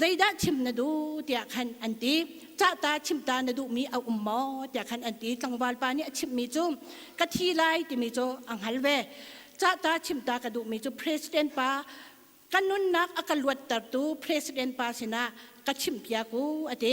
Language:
Hakha Chin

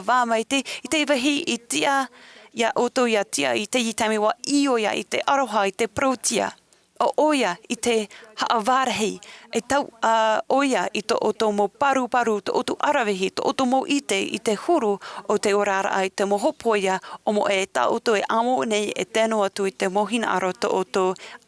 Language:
Tahitian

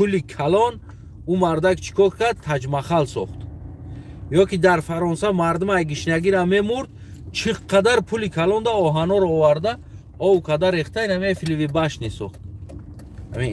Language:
Tajik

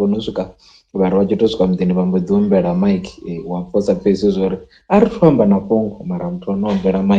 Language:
Venda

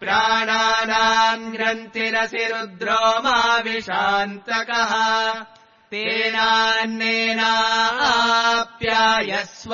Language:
Sanskrit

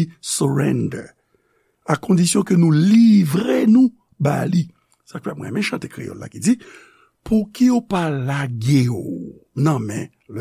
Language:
Haitian Creole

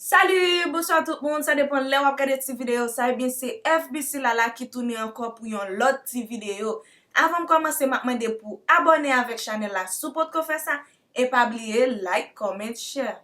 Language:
Haitian Creole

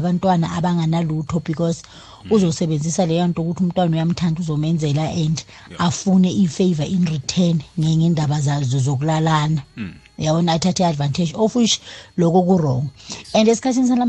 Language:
South Ndebele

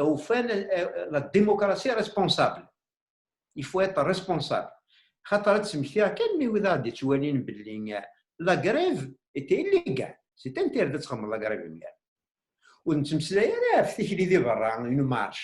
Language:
Kabyle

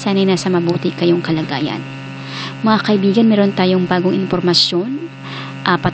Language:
Filipino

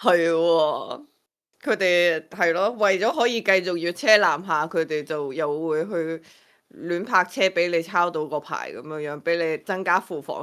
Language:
Cantonese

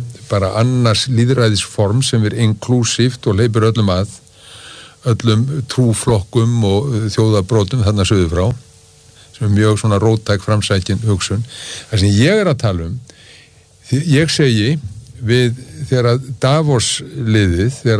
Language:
Icelandic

